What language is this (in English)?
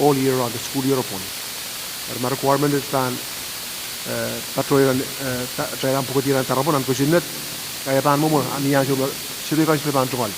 Pohnpeian